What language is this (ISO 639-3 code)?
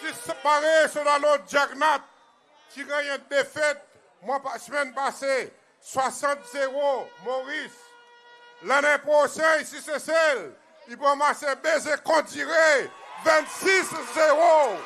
crs